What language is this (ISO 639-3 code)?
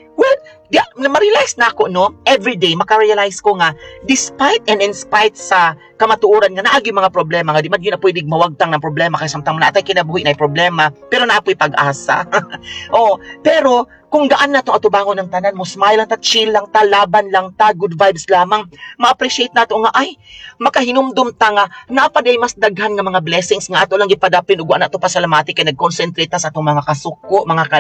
ceb